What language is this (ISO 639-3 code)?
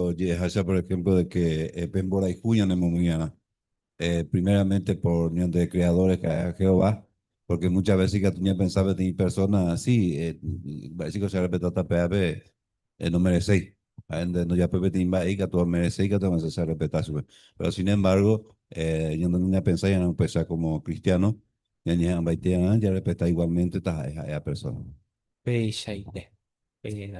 grn